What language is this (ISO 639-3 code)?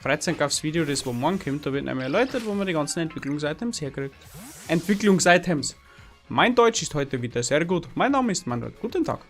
bar